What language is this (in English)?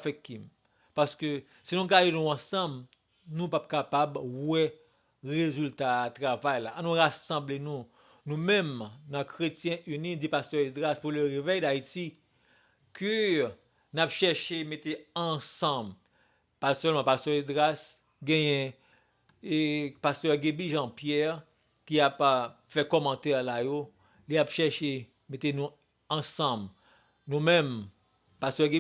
Haitian Creole